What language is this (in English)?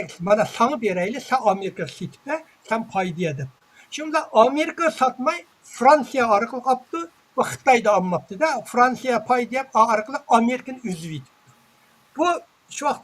Uyghur